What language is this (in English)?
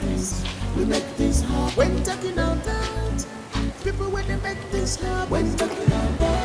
Nigerian Pidgin